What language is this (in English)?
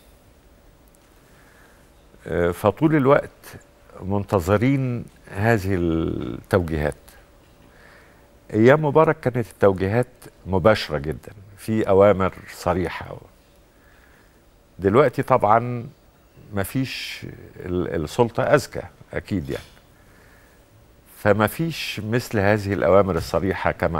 Egyptian Arabic